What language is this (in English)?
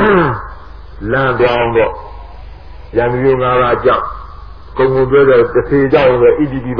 Burmese